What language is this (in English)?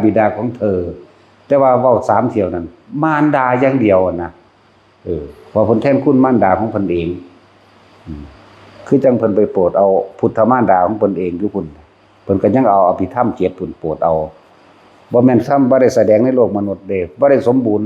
Northeastern Thai